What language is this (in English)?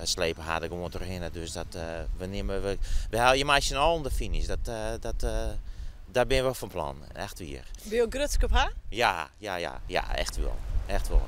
Western Frisian